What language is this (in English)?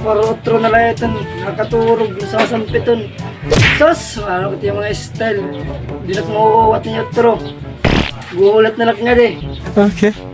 Waray